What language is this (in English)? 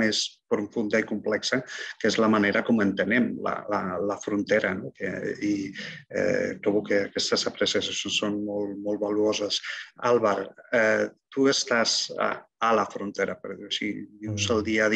Catalan